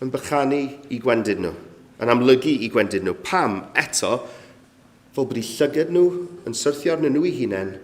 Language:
Welsh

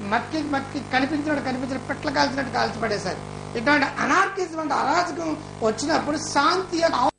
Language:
Telugu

